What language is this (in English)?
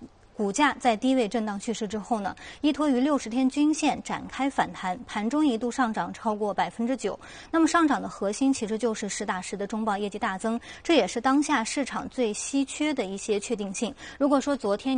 Chinese